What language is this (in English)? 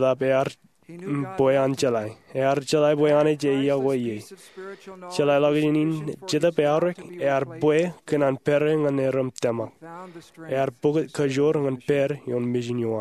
Marshallese